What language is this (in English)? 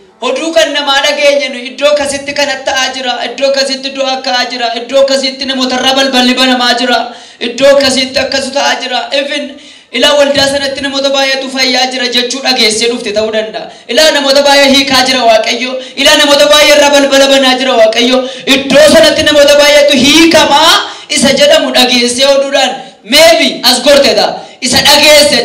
Oromo